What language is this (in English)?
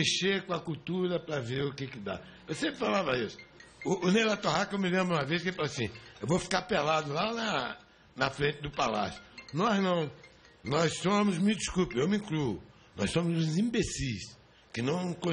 Portuguese